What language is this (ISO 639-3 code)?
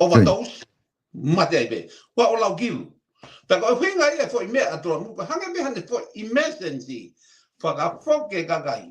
ton